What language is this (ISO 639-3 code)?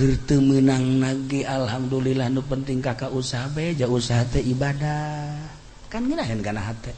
sun